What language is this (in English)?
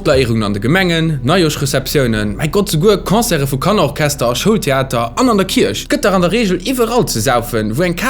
Luxembourgish